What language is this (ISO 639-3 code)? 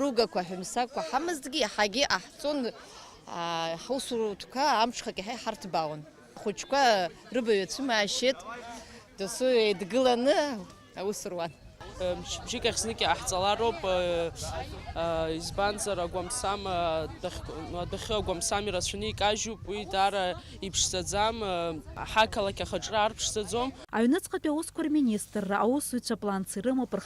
abk